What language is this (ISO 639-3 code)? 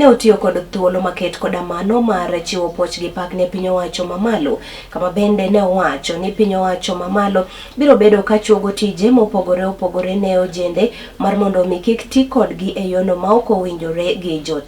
luo